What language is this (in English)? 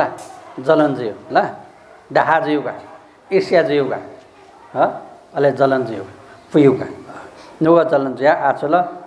Newari